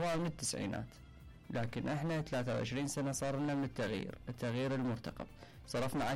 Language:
Mesopotamian Arabic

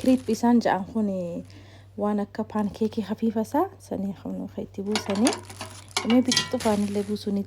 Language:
Oromo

